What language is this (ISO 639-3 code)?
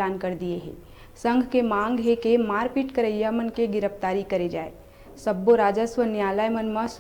hne